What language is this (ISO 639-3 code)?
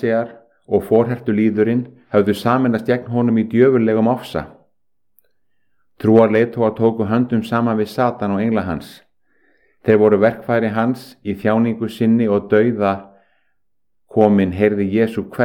isl